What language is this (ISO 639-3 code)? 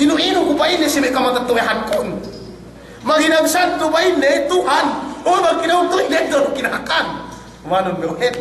yka